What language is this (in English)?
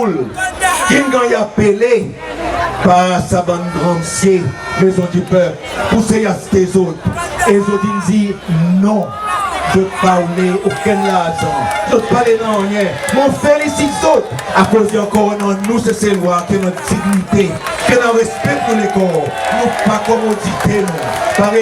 Seselwa Creole French